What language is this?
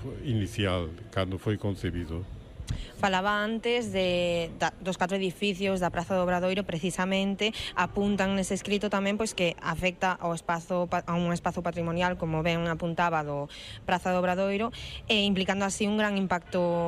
Galician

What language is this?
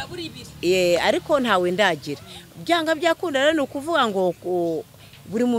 Kinyarwanda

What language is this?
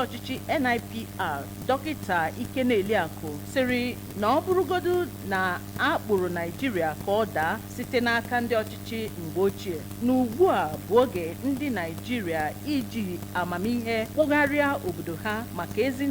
Igbo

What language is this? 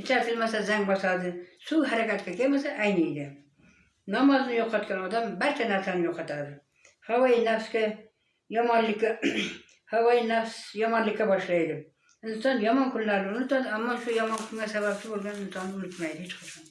Uzbek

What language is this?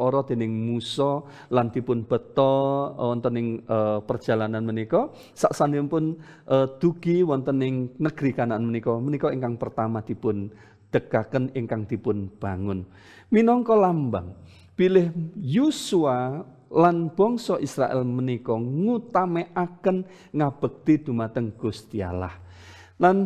Javanese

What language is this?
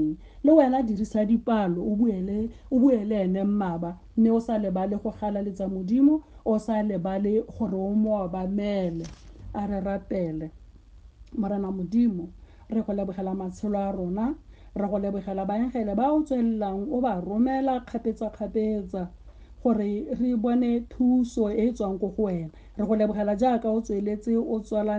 Tswana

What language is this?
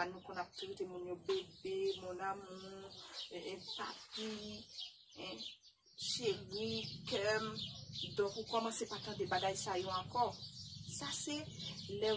Haitian Creole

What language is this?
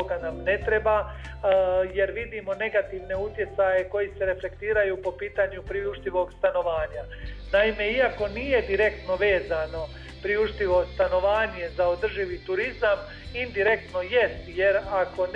Croatian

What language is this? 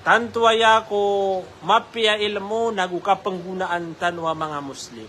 Maranao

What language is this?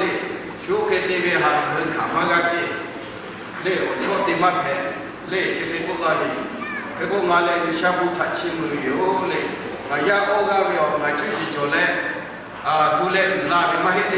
Lahu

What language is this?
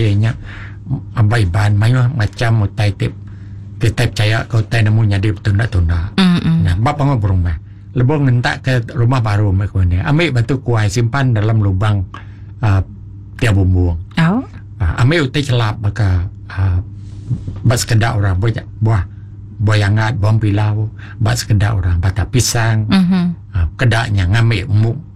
Iban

